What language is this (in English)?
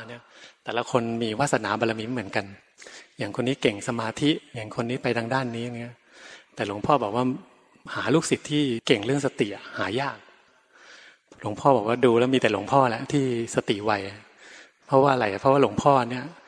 Thai